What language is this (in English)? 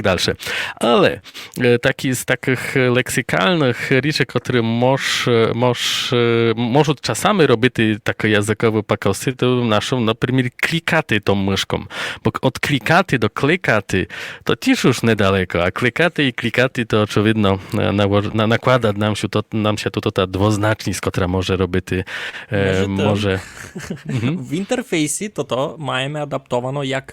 Rusyn